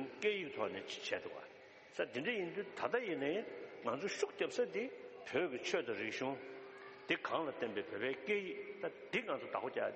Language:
Tibetan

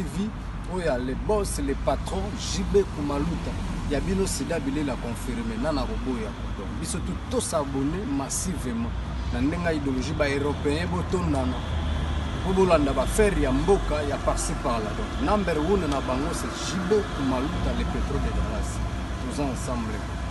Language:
Lingala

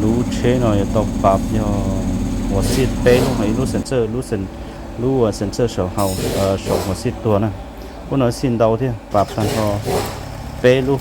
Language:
Hmong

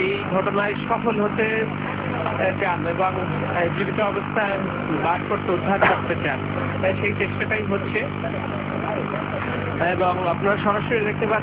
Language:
Bangla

